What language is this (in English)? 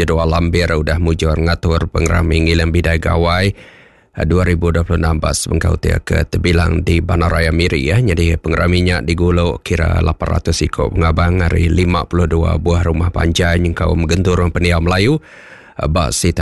Iban